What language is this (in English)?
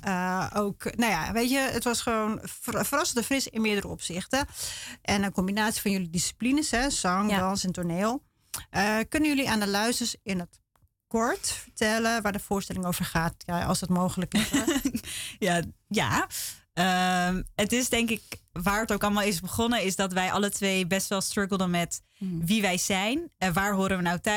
Dutch